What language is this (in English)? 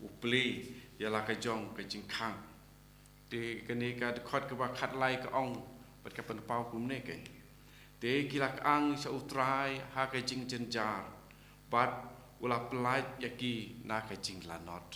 Khasi